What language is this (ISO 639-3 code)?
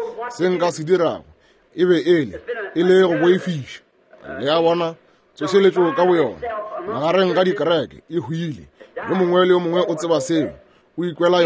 nso